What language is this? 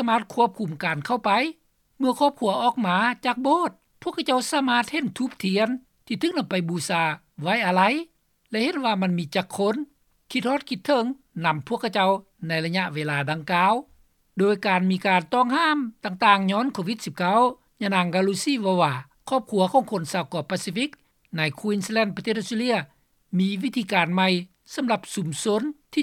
Lao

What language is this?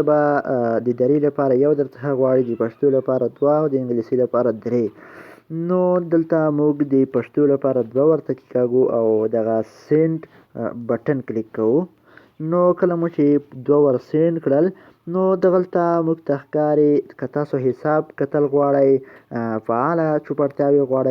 Pashto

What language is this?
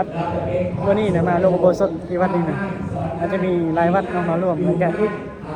Northeastern Thai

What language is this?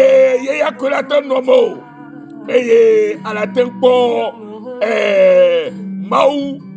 Ewe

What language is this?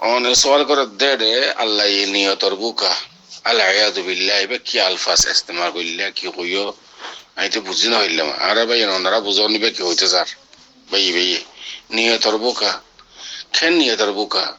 Rohingya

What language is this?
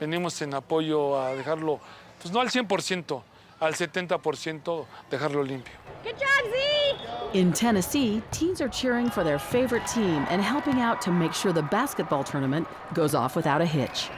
Tahitian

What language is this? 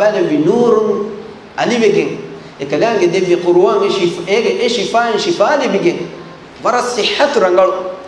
Divehi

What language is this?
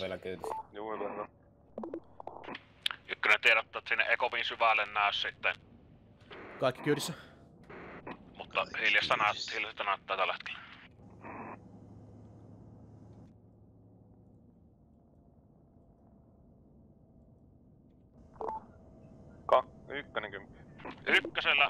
Finnish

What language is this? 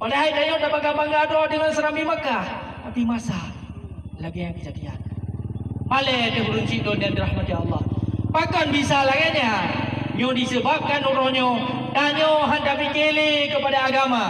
Achinese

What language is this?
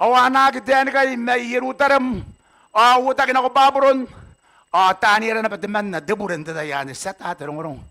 Gilbertese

